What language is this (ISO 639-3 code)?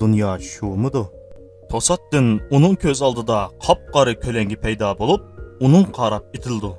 uig